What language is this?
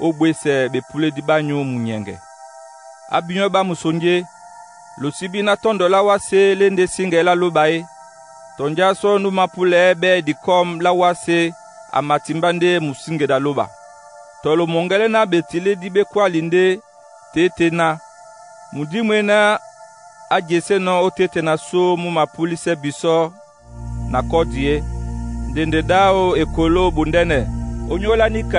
Duala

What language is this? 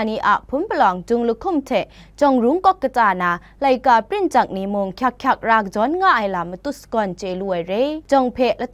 Kachin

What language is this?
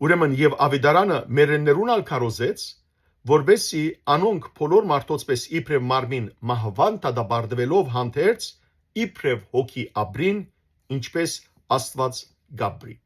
Western Armenian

